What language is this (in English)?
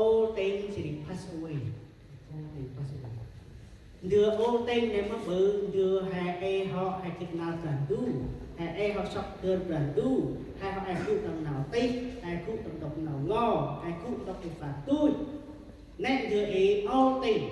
Central Mnong